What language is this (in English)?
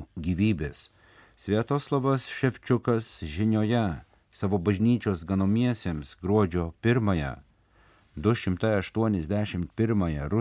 Lithuanian